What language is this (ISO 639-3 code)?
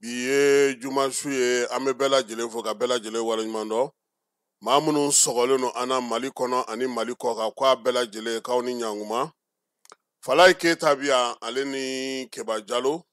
bam